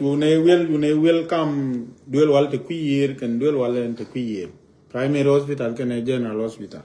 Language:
Nuer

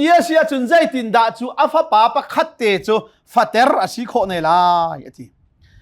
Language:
Hakha Chin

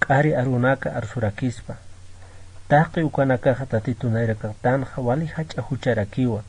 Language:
Aymara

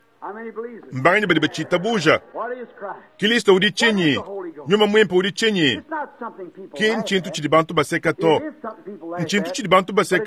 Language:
Luba-Lulua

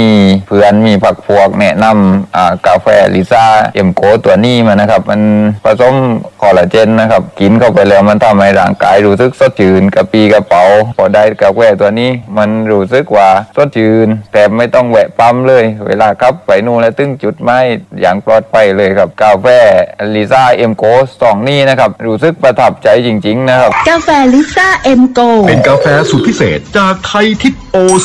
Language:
Thai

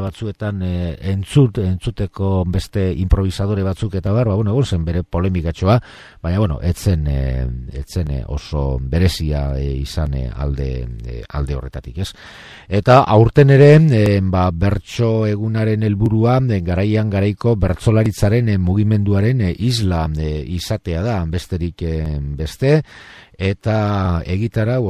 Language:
Basque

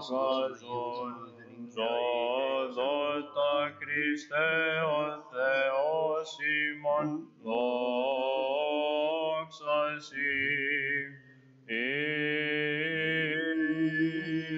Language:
Greek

